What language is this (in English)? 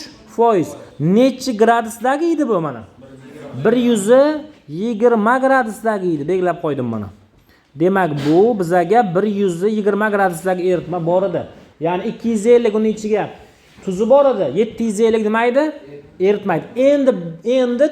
Uzbek